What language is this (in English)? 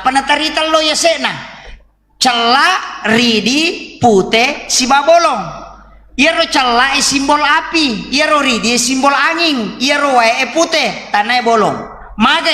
Buginese